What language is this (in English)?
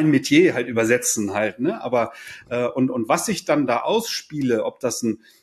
German